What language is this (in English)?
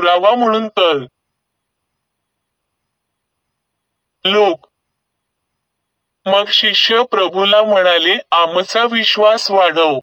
Marathi